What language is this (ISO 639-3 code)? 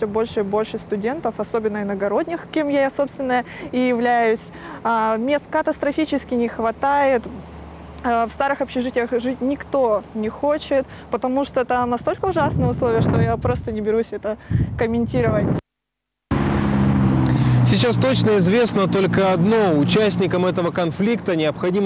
rus